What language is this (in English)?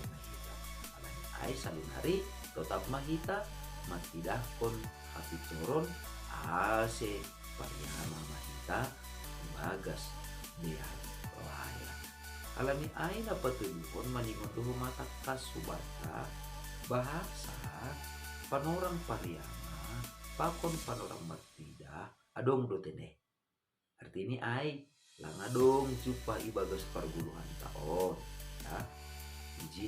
Batak Simalungun